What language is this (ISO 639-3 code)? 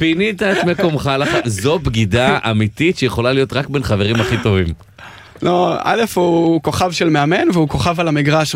heb